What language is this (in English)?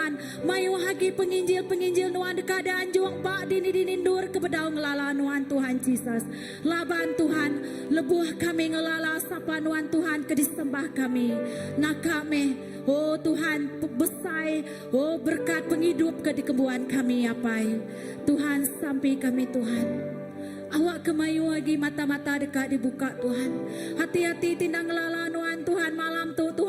Iban